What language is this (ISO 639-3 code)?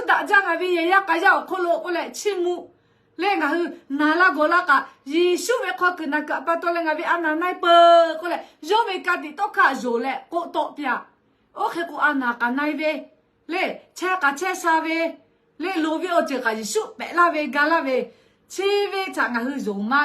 lhu